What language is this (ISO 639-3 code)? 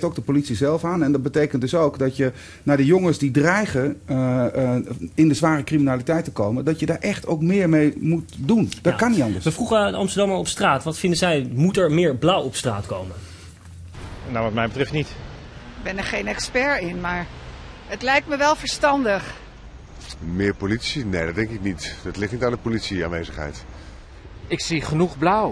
nld